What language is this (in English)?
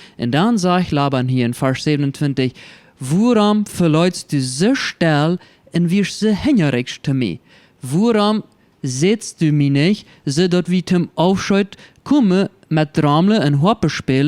Plautdietsch